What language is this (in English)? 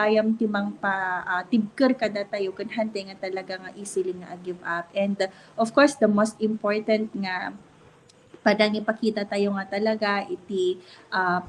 Iloko